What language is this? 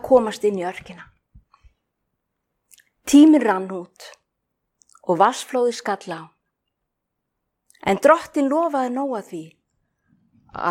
Icelandic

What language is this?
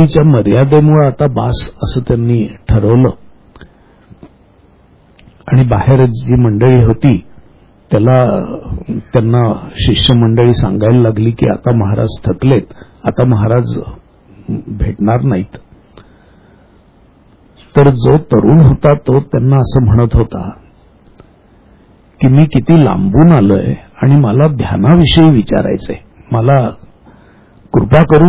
Marathi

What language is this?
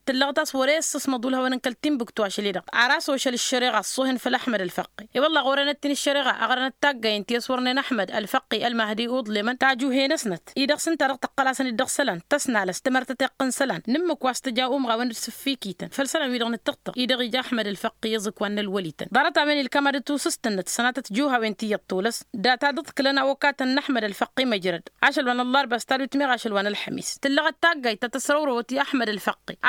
Tamasheq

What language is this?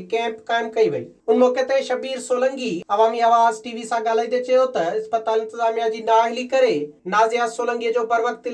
Sindhi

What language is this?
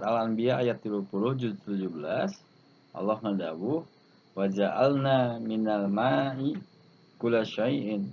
Sundanese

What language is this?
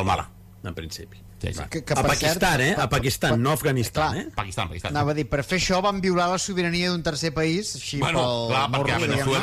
Catalan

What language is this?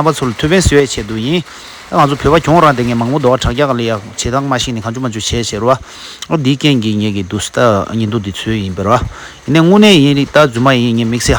Tibetan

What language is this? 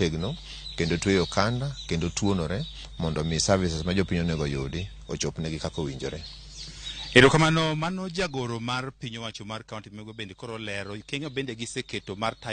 Luo (Kenya and Tanzania)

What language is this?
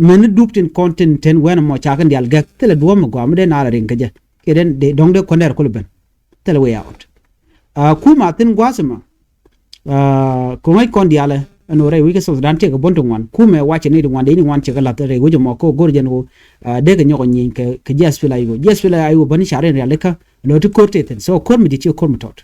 Nuer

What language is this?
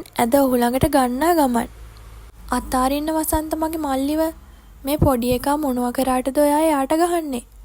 Sinhala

